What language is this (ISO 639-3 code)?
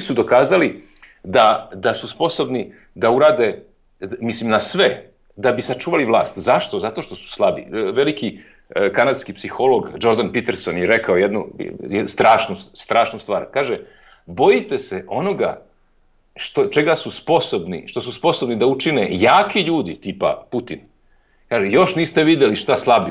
srp